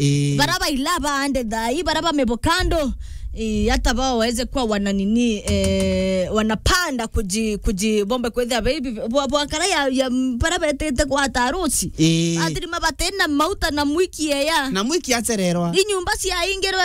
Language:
Meru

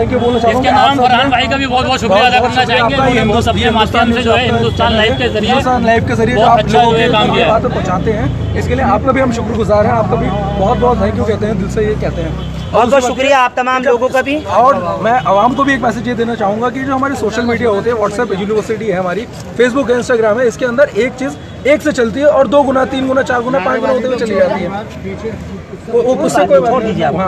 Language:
Hindi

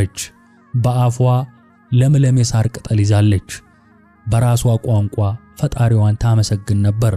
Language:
Amharic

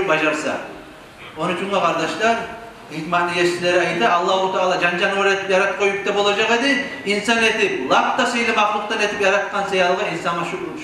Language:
Kumyk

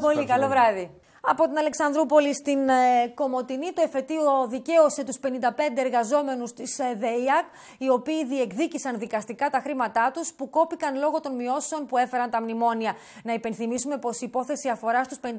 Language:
Greek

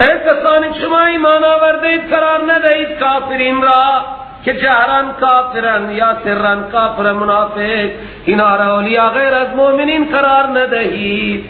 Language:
Persian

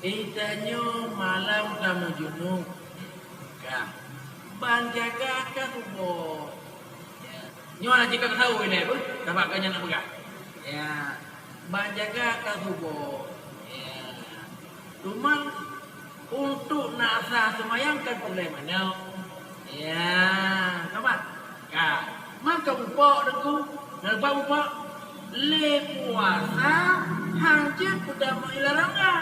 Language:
Achinese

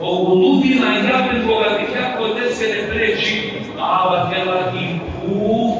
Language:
Balkan Romani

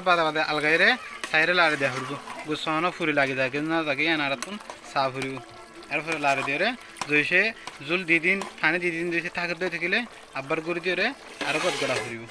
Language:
Rohingya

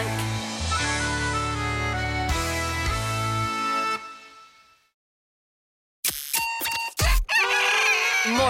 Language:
Swedish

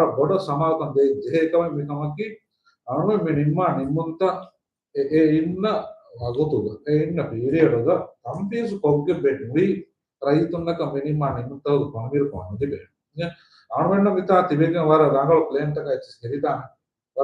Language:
Divehi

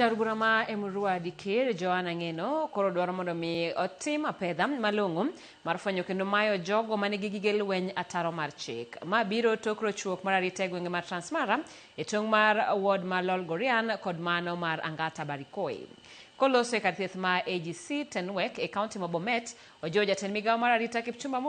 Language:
Luo (Kenya and Tanzania)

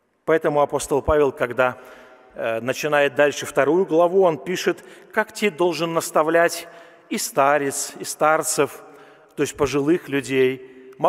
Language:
Russian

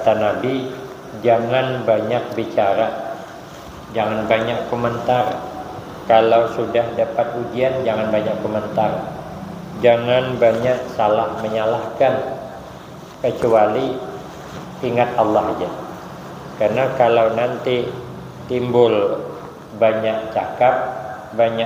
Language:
Banjar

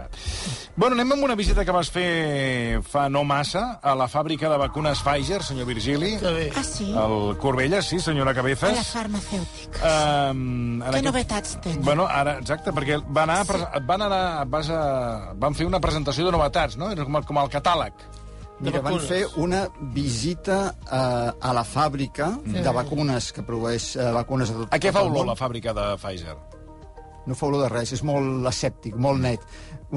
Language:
Catalan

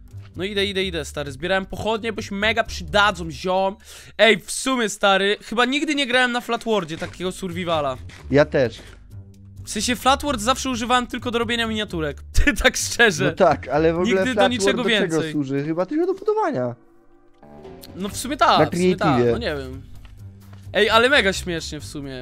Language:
Polish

